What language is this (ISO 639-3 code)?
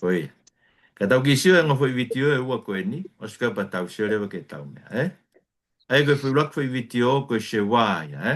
ton